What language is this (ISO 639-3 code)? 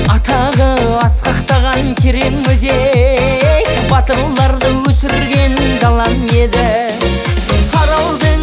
kaz